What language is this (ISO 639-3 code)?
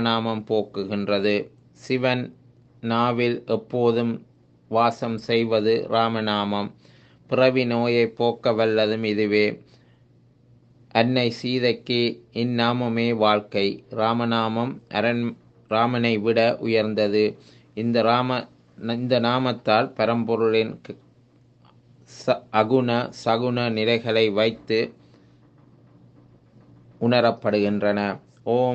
tam